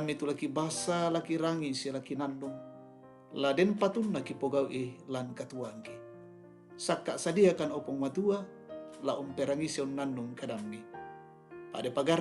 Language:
Toraja-Sa'dan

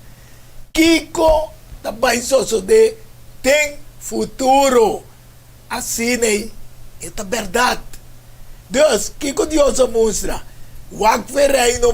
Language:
Papiamento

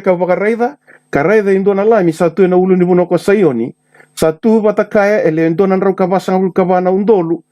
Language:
Fijian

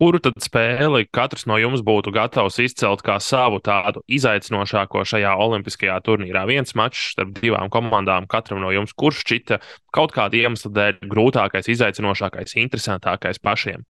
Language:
Latvian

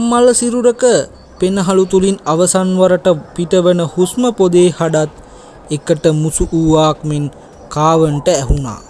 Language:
Sinhala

